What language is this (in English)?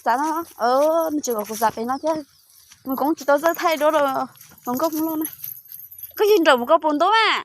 Hmong